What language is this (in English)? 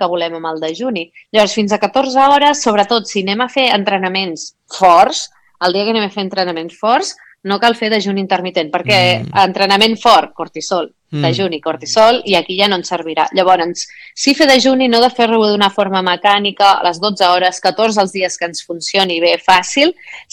Catalan